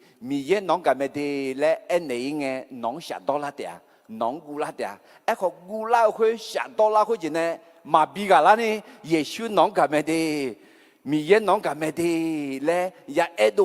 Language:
Akha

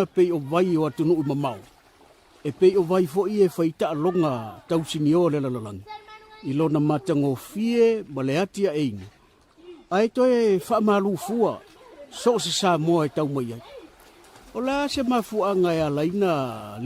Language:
Samoan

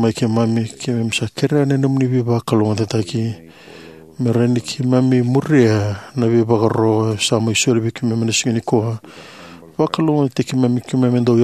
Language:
Fijian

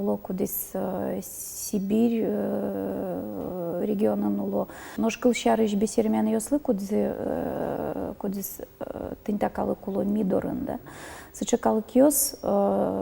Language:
Udmurt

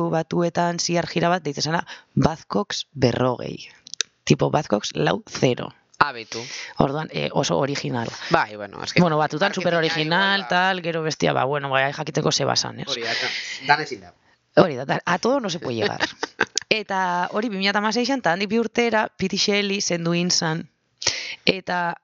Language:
Basque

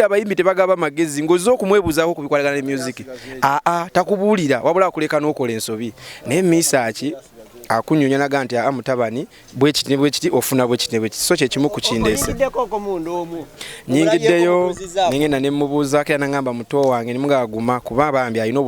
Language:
Ganda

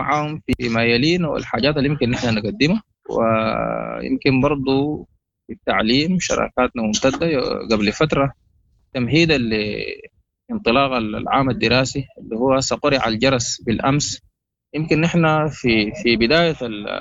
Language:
Sudanese Arabic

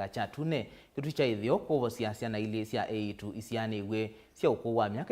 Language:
Kamba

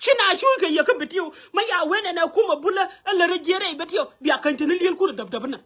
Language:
Nuer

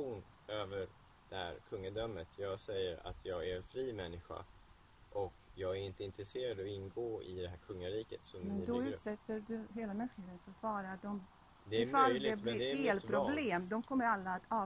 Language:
Swedish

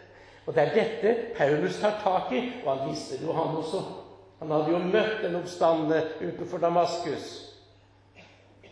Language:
Norwegian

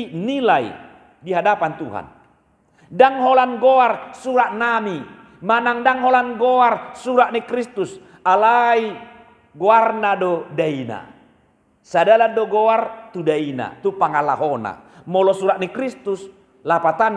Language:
Batak Toba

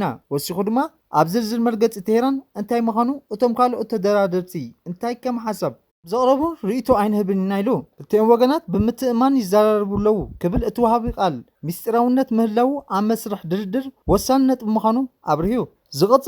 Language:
Tigrinya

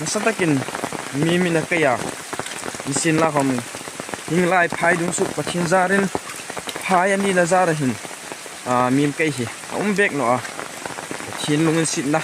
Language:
Hmar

